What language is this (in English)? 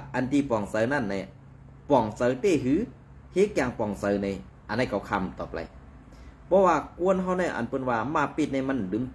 Shan